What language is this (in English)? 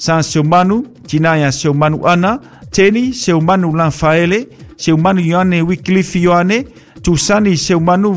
Samoan